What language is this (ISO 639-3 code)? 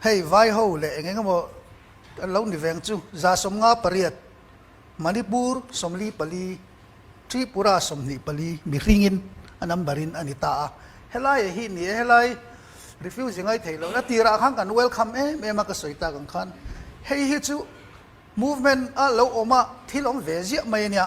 cnh